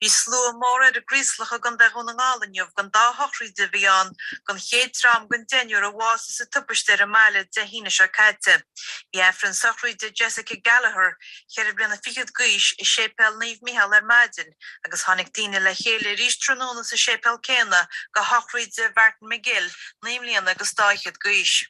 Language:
Irish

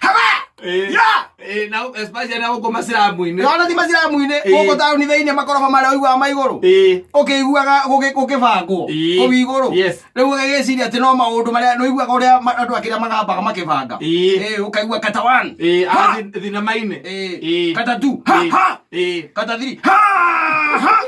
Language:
Kikuyu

